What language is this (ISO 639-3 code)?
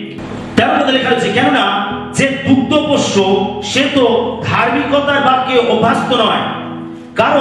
ben